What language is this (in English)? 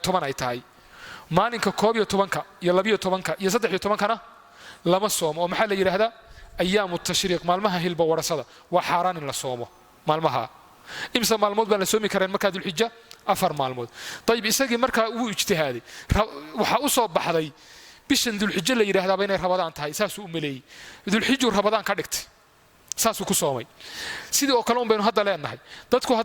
Somali